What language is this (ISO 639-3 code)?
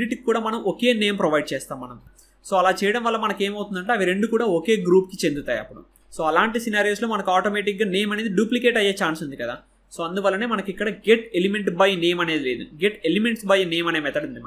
tel